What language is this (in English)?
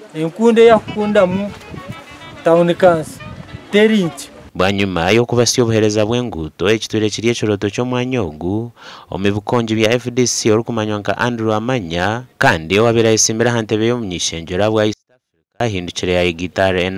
Nyankole